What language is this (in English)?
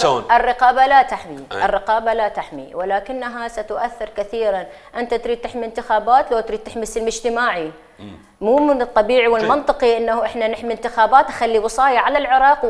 Mesopotamian Arabic